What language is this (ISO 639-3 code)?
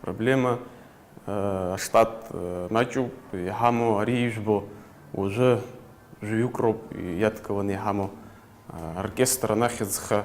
abk